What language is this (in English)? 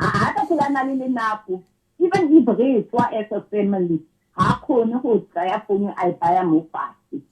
Southern Sotho